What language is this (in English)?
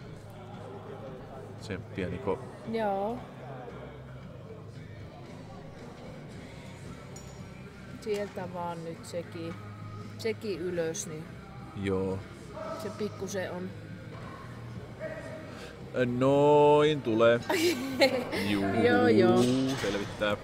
Finnish